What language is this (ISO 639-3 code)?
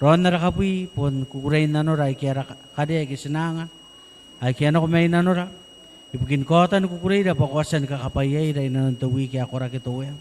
gil